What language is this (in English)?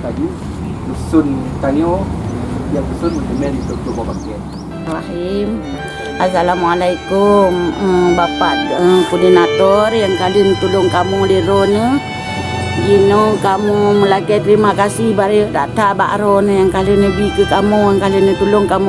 Achinese